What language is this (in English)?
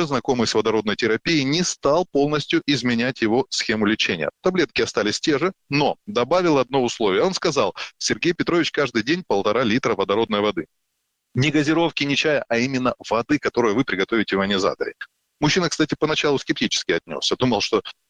Russian